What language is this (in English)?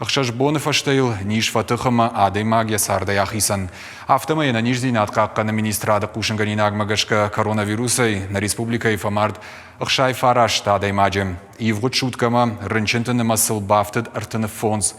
Ossetic